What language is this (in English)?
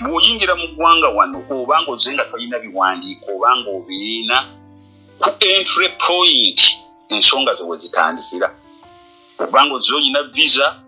Ganda